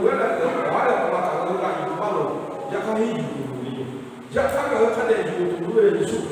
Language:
Lahu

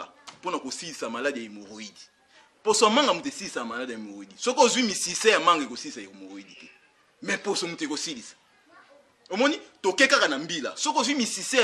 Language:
Lingala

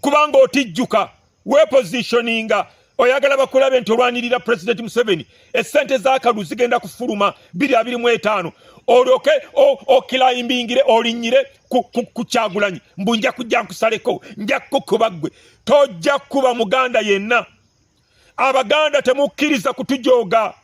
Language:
Ganda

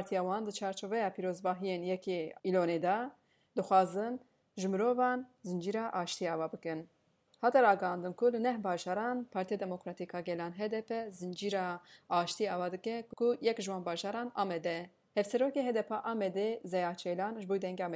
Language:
Kurdish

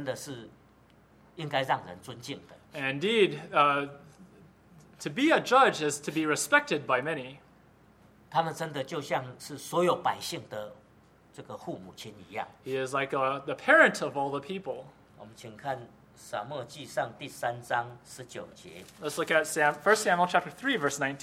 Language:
Chinese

